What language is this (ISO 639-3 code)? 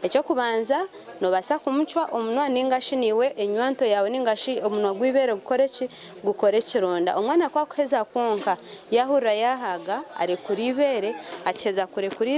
nyn